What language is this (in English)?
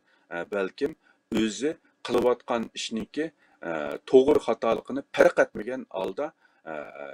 Uyghur